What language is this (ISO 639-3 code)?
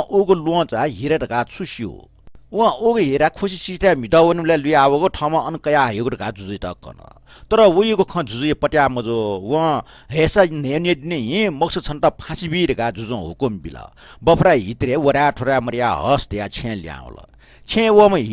new